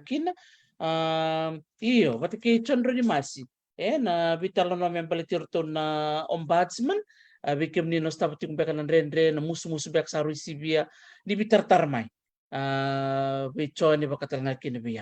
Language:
Fijian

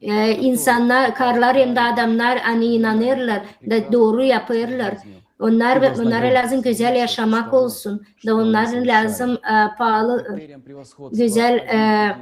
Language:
Gagauz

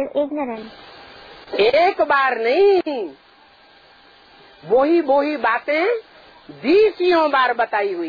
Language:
Hindi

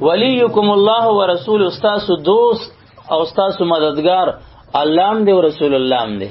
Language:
Pashto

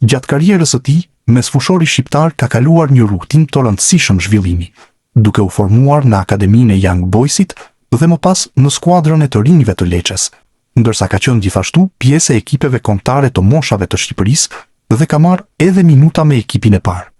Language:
Albanian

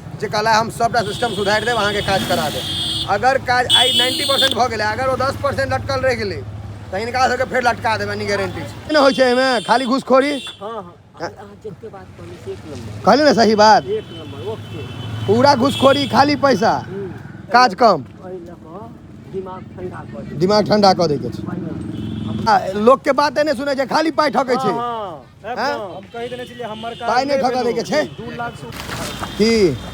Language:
Maithili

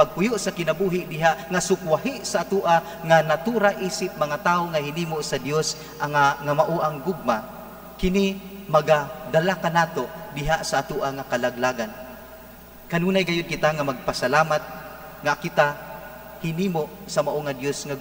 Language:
Cebuano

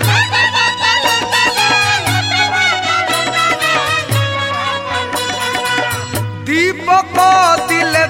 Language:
Bhojpuri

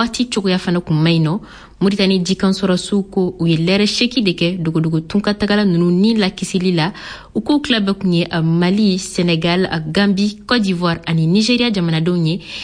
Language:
Bambara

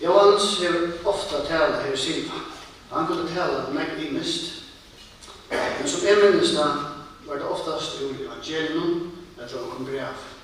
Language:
Faroese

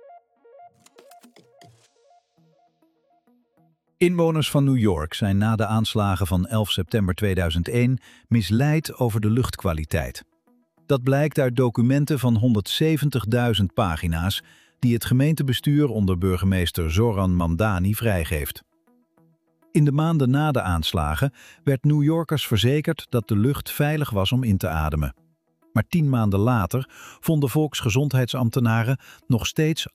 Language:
Dutch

